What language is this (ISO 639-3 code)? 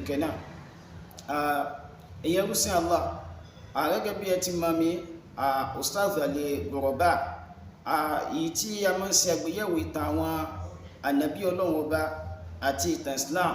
yor